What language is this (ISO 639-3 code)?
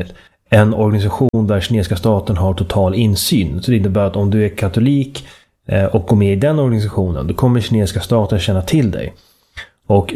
swe